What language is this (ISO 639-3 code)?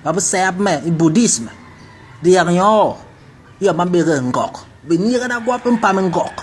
bas